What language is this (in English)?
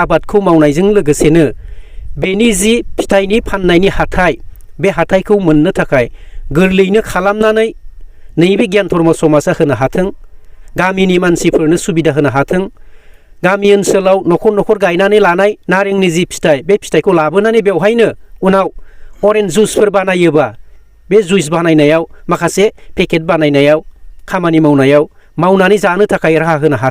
Bodo